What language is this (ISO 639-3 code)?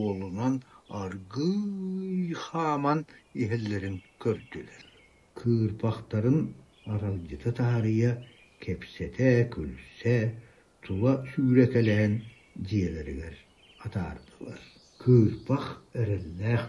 sah